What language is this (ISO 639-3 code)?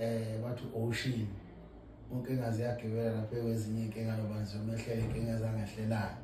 zul